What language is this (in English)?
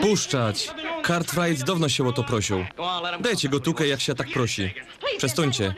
Silesian